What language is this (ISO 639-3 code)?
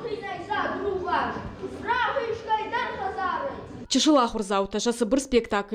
oss